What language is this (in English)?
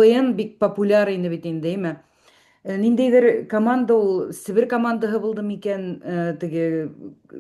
Bashkir